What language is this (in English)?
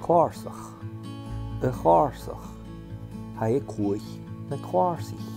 Scottish Gaelic